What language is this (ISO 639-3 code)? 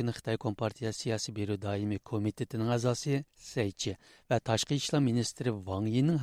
uig